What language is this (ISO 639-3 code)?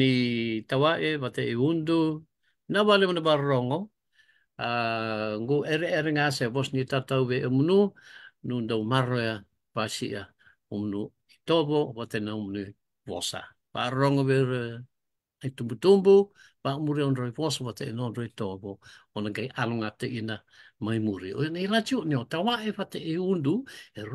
fij